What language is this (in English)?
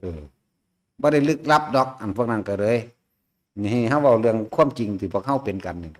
Lao